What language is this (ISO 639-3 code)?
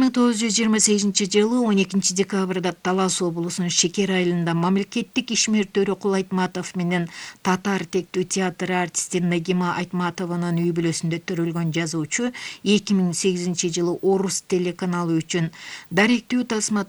kir